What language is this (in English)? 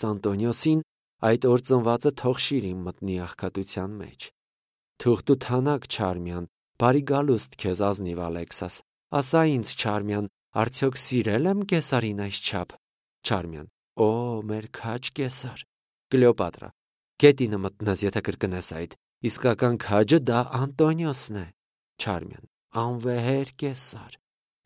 Armenian